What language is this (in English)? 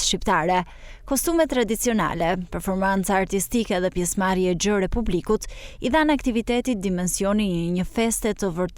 Albanian